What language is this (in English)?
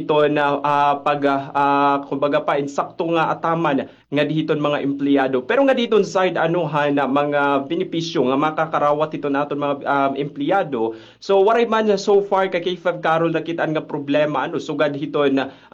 Waray